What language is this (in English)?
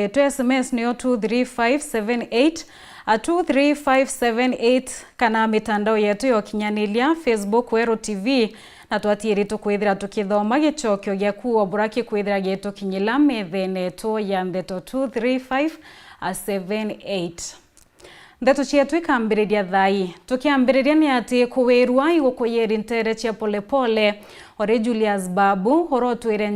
Meru